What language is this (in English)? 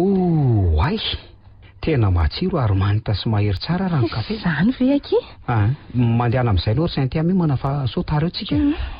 Malagasy